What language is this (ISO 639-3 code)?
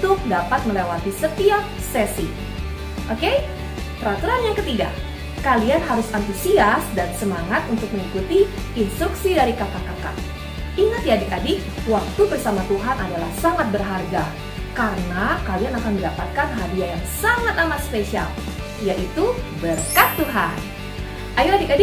ind